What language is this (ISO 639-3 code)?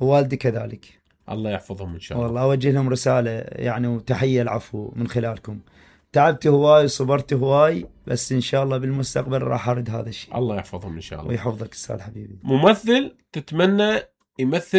acm